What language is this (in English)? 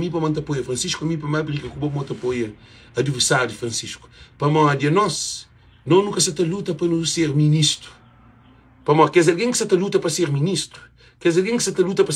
Kabuverdianu